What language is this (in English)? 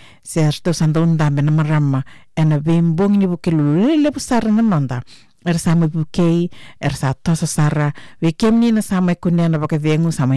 Fijian